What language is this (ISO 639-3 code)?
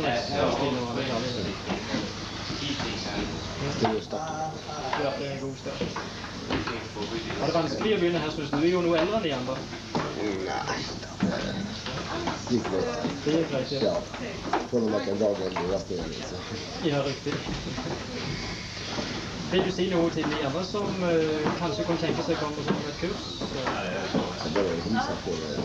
nor